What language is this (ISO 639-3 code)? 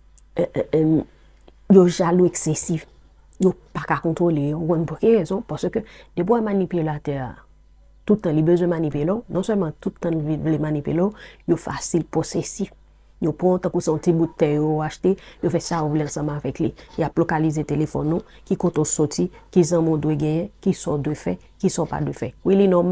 hat